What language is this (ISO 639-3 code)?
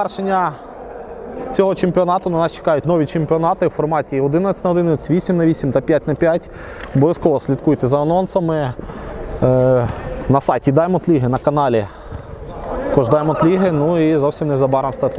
ukr